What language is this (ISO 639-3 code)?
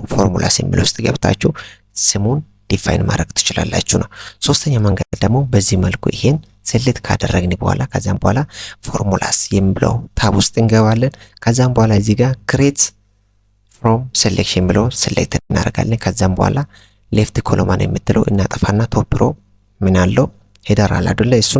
amh